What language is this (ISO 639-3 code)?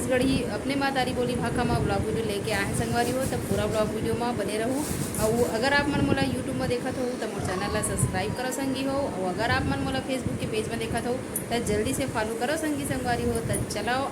hne